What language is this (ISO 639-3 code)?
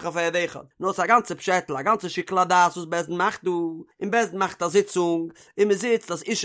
yid